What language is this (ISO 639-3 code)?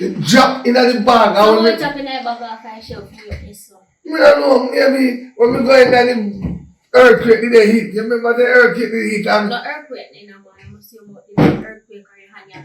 jam